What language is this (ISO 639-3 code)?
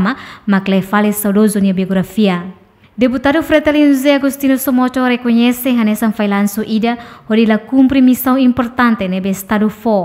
tet